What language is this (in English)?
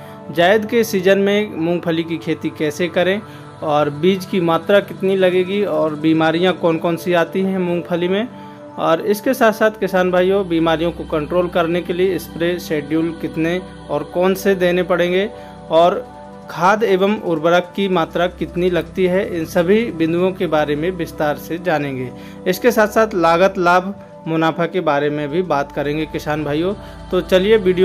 Hindi